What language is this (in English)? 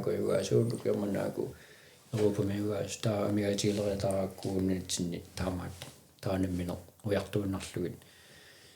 Kalaallisut